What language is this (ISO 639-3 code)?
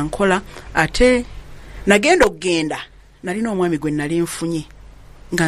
lug